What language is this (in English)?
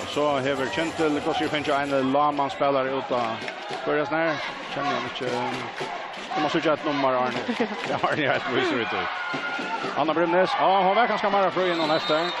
Faroese